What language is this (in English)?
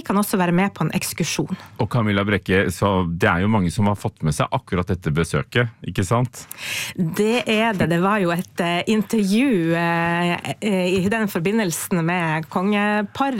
Norwegian